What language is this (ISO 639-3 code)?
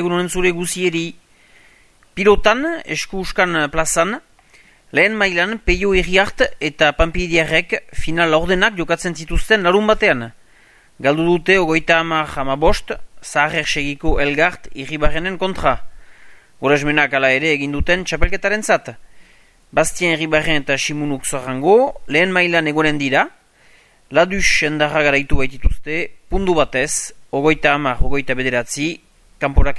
eus